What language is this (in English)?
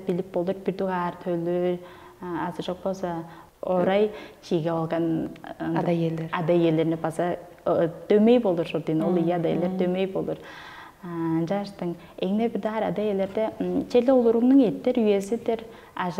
Tuvinian